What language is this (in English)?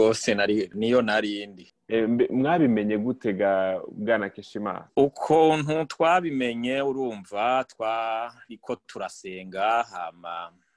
Rundi